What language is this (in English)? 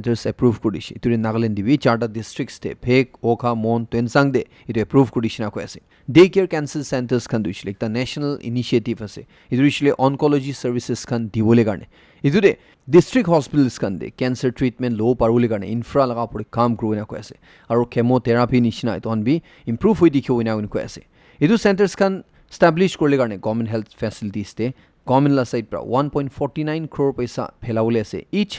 Naga Pidgin